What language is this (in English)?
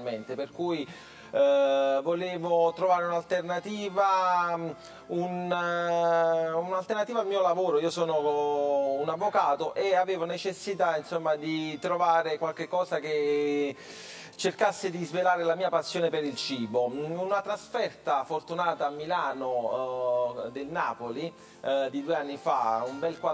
Italian